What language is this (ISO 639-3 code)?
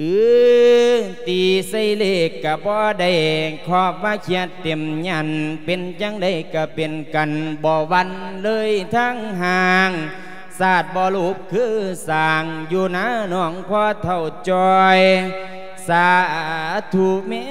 lao